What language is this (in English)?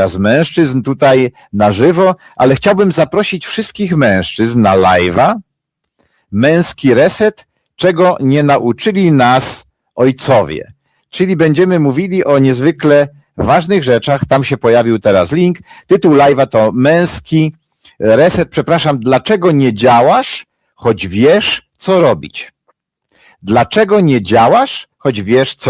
Polish